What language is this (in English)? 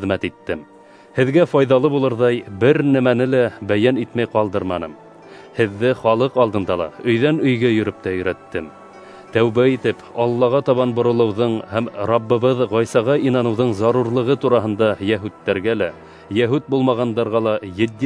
Bashkir